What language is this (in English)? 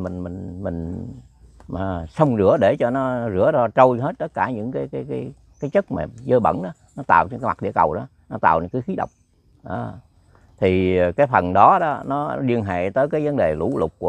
Vietnamese